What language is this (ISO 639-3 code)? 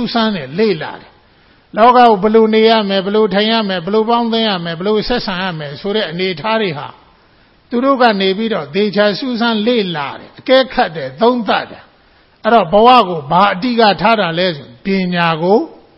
mya